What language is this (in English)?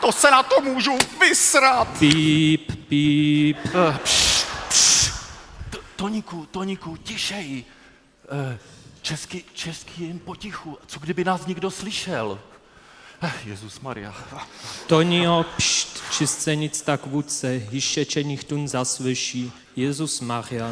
Upper Sorbian